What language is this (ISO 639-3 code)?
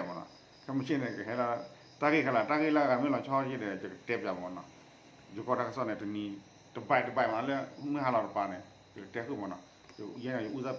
ksw